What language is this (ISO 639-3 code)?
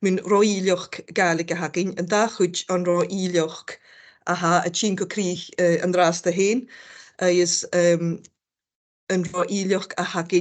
gla